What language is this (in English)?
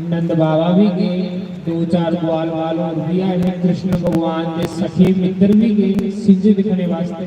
Dogri